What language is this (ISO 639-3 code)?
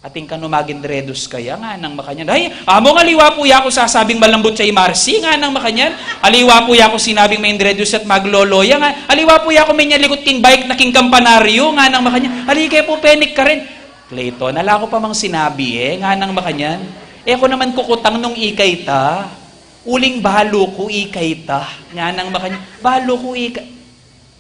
pam